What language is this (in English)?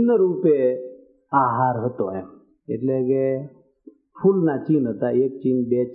Gujarati